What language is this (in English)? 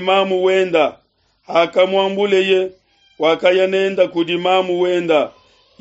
Luba-Lulua